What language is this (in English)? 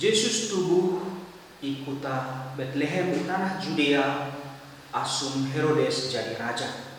Batak Karo